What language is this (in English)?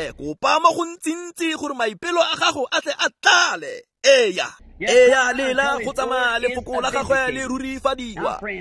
Tswana